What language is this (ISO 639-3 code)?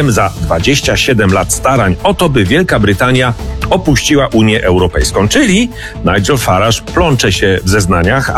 pol